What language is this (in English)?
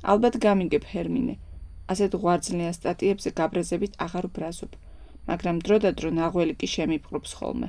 Georgian